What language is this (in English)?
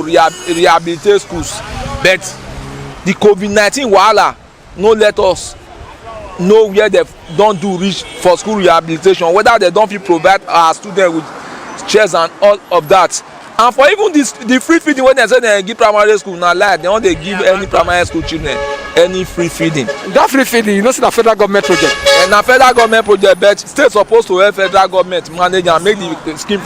Nigerian Pidgin